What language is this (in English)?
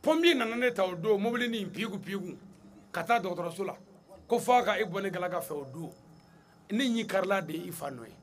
Bambara